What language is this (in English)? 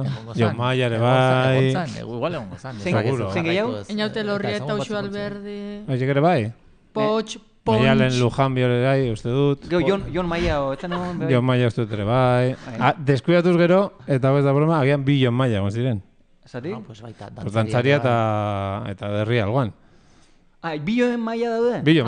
Basque